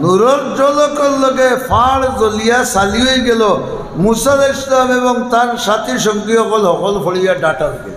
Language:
Sylheti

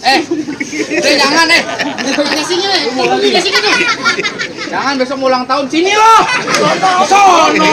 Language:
Betawi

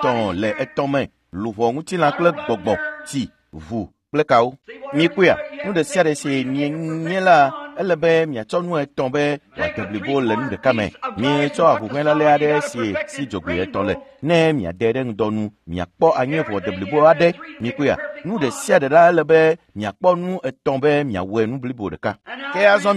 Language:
Ewe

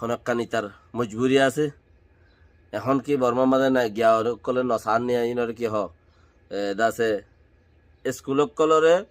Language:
Rohingya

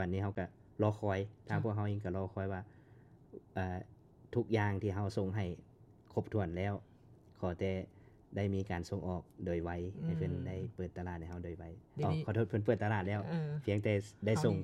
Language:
Lao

